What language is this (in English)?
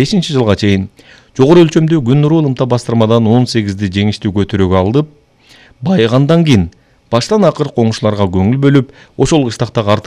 Kyrgyz